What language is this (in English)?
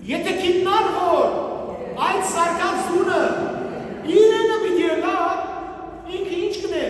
Western Armenian